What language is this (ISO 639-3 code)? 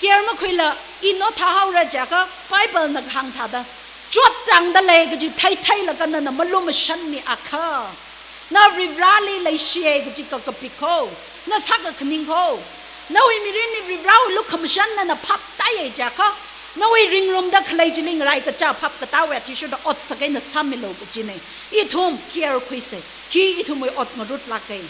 nmf